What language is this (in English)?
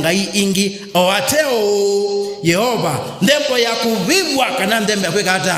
Kamba